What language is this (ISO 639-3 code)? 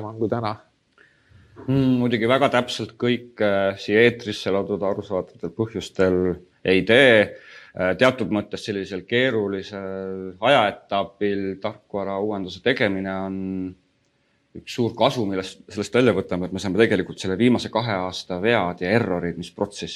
est